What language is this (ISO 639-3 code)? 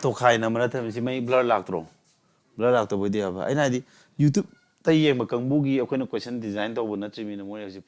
mni